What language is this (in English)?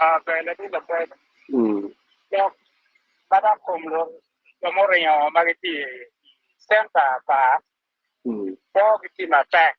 Acoli